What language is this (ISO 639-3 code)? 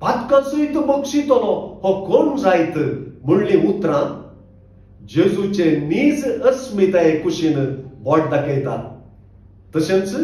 kok